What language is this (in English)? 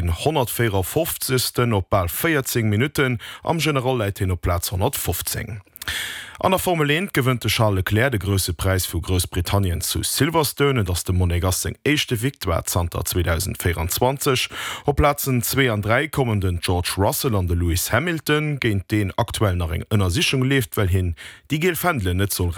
Luxembourgish